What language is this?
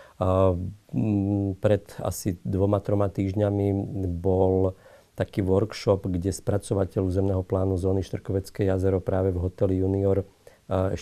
Slovak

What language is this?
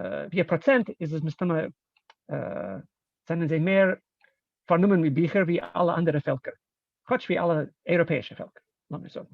Yiddish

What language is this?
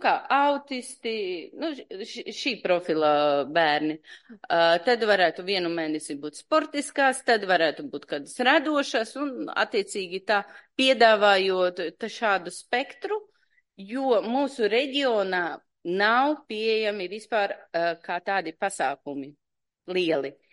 Latvian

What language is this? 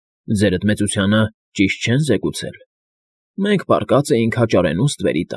Armenian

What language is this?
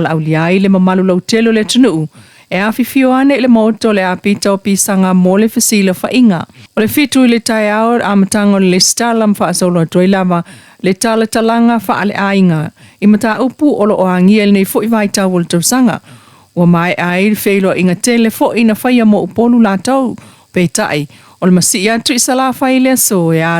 Samoan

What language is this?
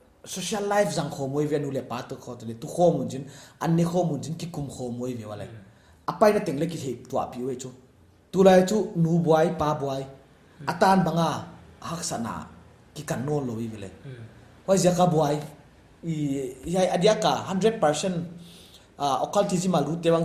Paite Chin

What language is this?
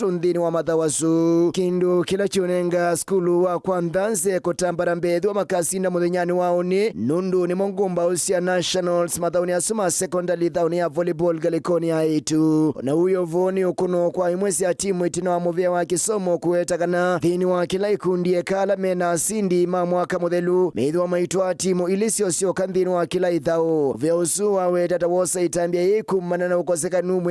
Kamba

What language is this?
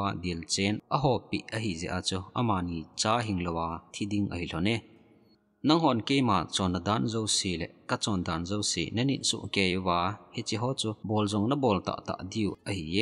Thado Chin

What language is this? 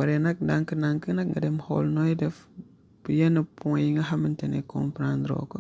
Wolof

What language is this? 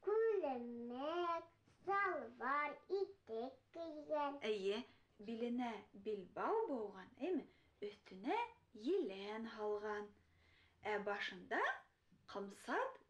Bashkir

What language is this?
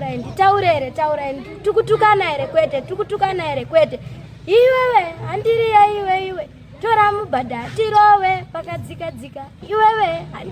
Shona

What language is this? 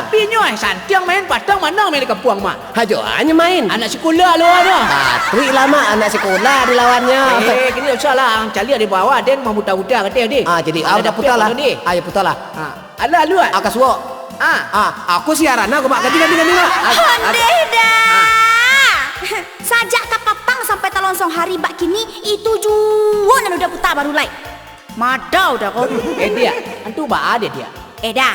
Minangkabau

